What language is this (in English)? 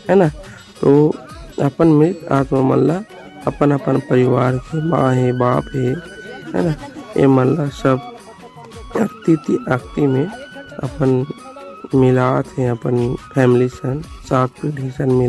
Chhattisgarhi